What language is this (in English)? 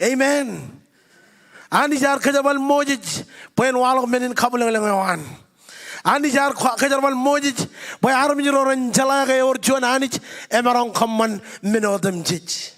Marshallese